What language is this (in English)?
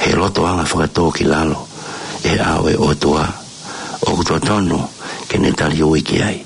Tongan